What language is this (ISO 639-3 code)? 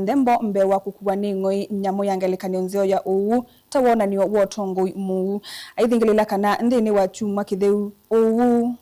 kam